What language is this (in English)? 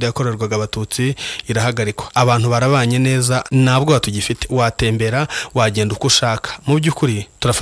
Kinyarwanda